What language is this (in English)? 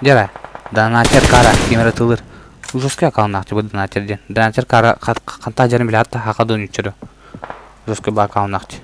Yakut